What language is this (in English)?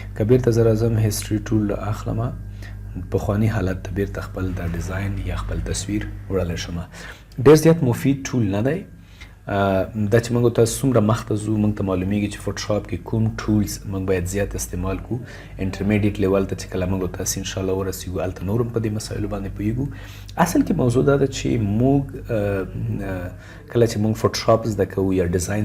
Pashto